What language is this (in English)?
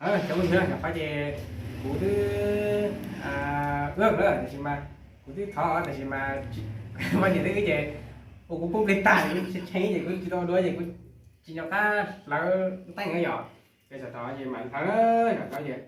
Hmong